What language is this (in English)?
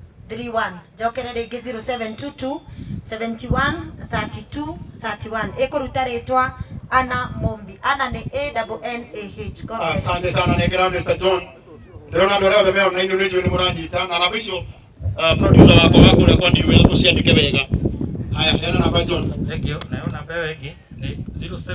Kikuyu